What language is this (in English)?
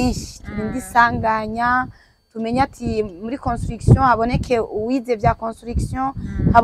Rundi